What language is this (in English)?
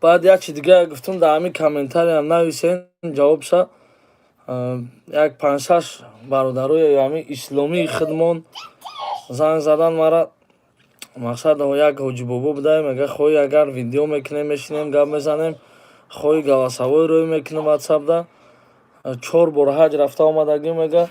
Tajik